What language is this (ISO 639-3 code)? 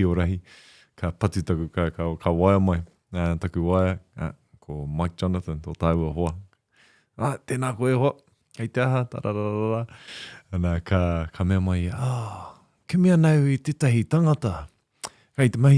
mri